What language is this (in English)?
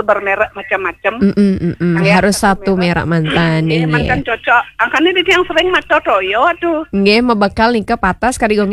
Balinese